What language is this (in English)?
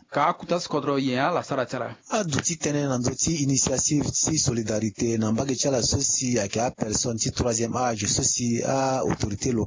Sango